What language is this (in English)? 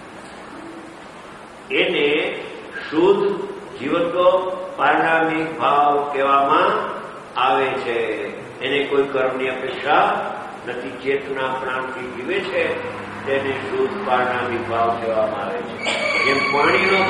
Gujarati